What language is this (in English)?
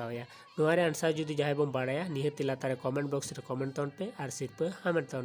Santali